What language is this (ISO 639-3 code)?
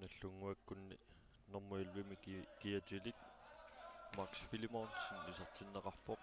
kal